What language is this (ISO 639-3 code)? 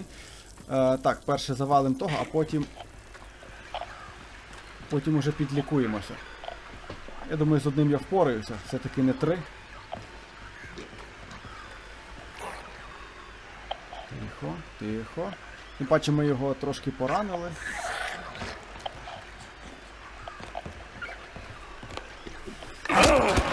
ukr